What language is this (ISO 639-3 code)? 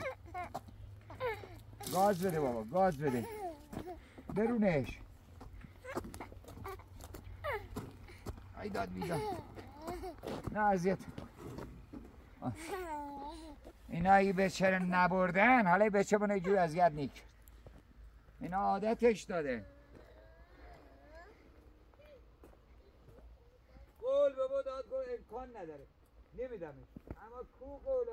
fas